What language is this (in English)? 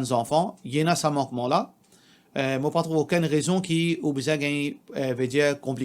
Morisyen